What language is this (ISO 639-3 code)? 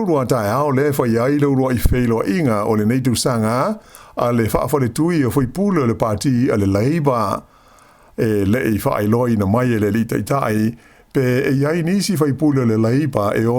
smo